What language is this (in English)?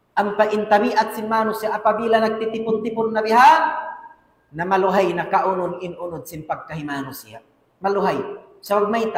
Tausug